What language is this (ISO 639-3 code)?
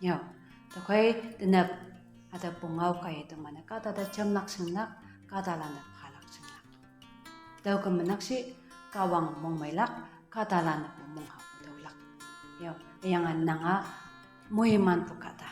nbe